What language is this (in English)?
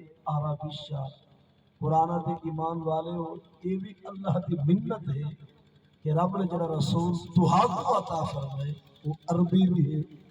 Saraiki